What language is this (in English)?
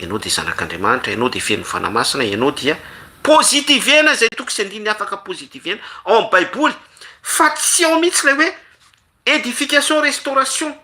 Malagasy